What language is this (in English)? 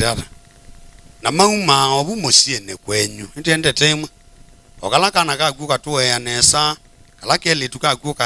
Kamba